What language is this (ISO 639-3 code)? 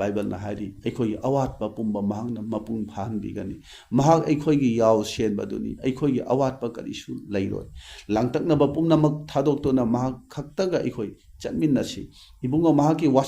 mni